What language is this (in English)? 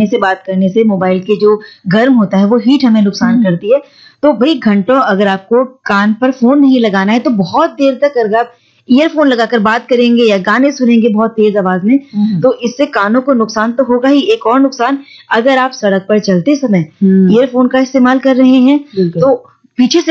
Hindi